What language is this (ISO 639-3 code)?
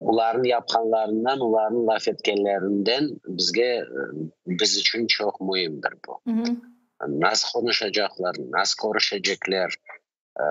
crh